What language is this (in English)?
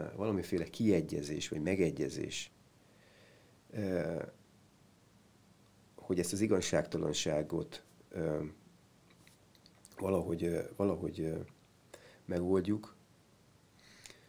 Hungarian